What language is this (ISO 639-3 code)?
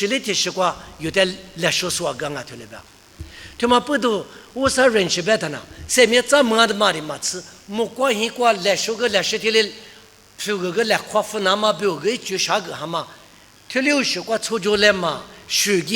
lis